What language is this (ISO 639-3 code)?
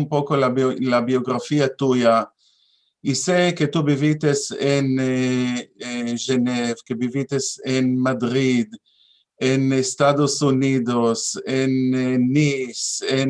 lad